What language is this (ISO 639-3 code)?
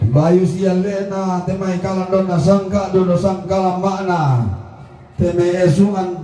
sda